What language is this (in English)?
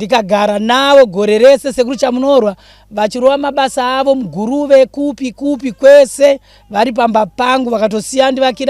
Shona